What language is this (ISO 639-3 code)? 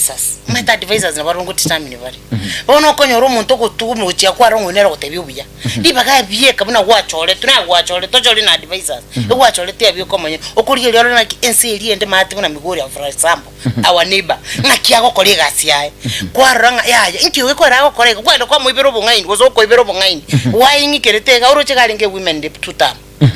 guz